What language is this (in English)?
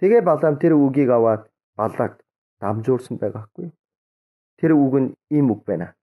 Mongolian